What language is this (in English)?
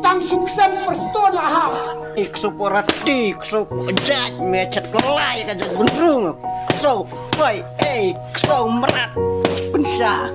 Khasi